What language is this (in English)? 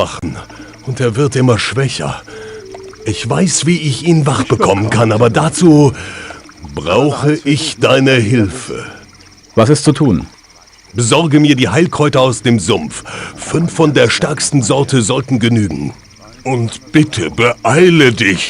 Bavarian